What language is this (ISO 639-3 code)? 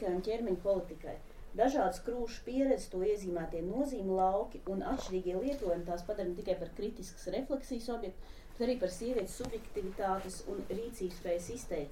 lav